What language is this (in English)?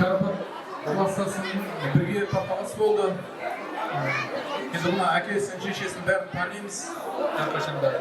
Kara-Kalpak